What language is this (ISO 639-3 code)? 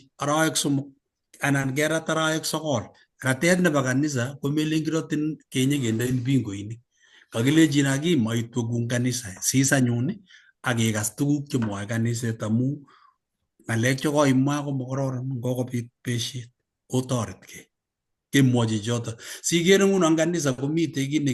kln